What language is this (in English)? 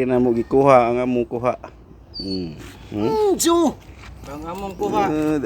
Cebuano